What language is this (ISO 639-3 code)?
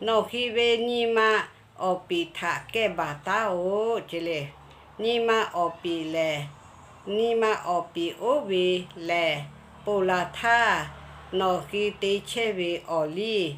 lhu